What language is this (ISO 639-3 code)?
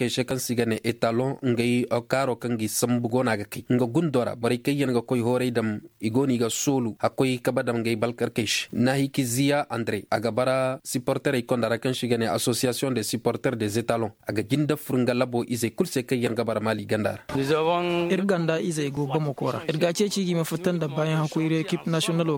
dje